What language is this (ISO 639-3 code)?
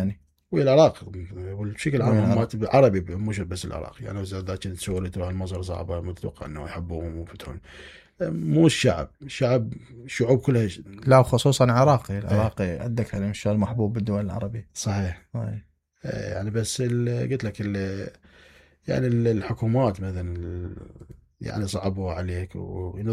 acm